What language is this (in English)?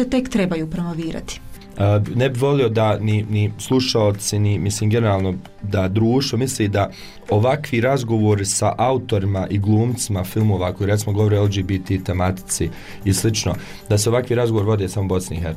Bosnian